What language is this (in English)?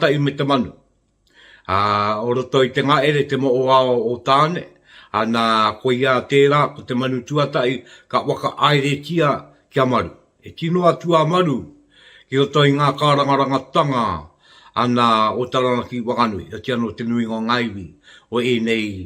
Māori